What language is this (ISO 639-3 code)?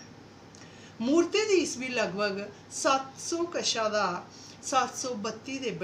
doi